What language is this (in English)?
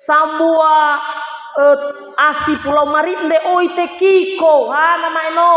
Nias